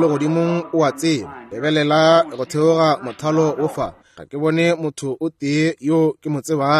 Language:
Northern Sotho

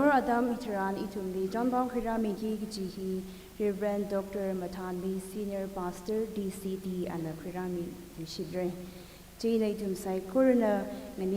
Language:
Tangkhul Naga (India)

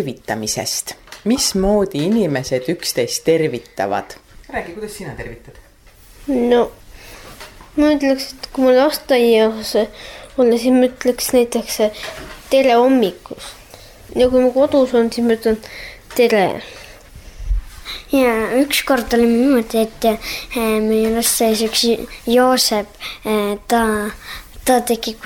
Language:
Estonian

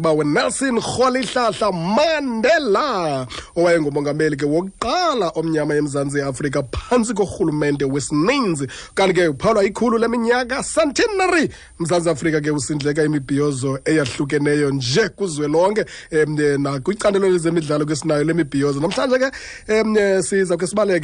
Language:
Xhosa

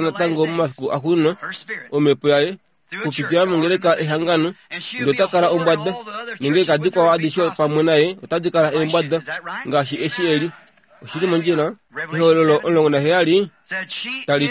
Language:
Kuanyama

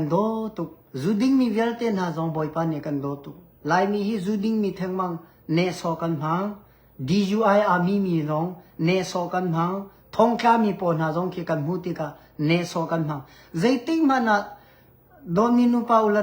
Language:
Hakha Chin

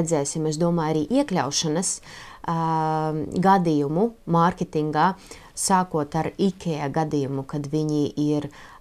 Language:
Latvian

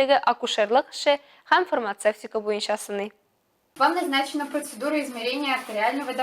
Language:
Tatar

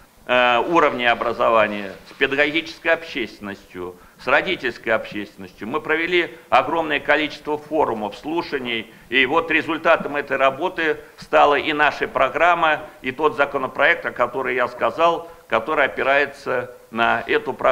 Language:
Russian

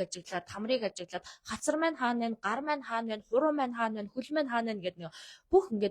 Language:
Mongolian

